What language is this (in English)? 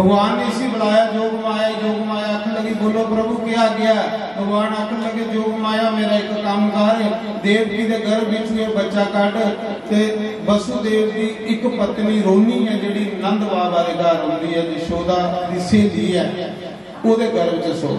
Dogri